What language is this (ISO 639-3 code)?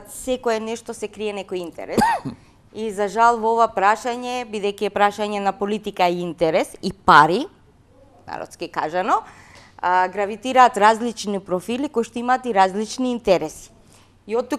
mkd